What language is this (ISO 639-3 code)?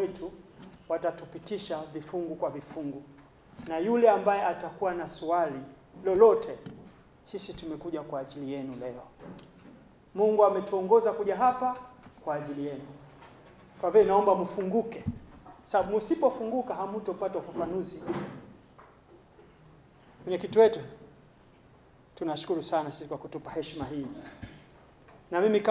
swa